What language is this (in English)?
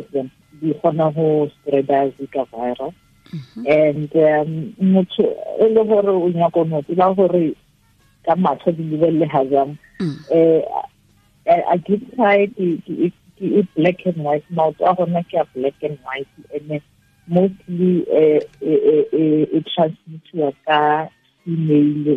Tswana